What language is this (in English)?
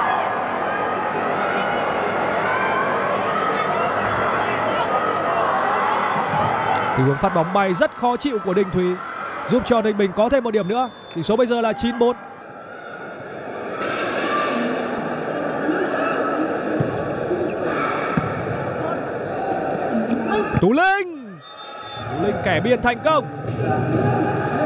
Vietnamese